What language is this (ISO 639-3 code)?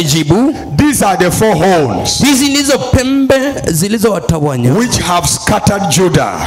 swa